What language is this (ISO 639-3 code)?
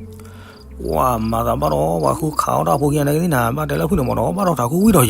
ksw